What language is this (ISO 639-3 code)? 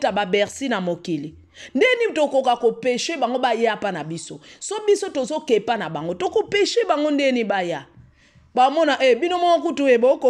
lin